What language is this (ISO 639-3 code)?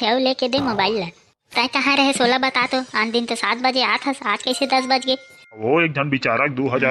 hne